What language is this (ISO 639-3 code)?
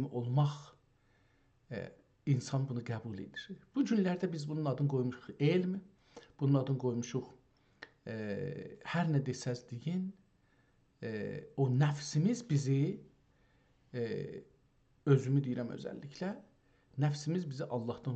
azb